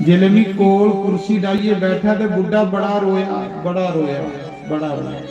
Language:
Dogri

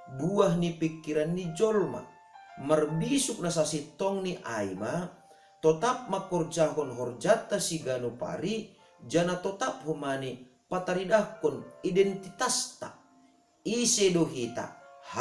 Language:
Batak Simalungun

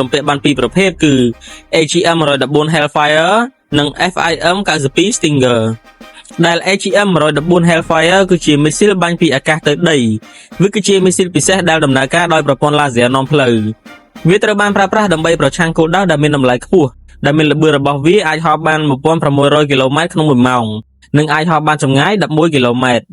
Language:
Khmer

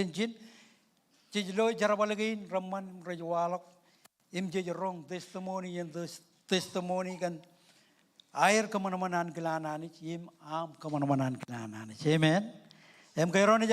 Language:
Marshallese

